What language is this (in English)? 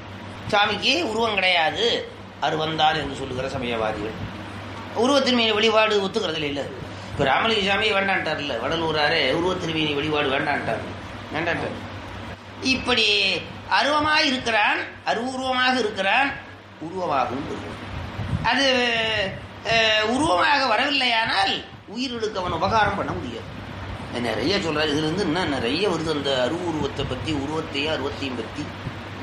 Tamil